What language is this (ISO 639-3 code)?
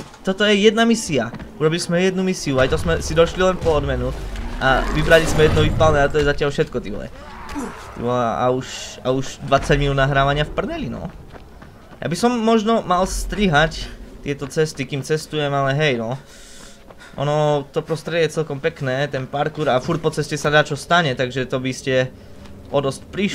slk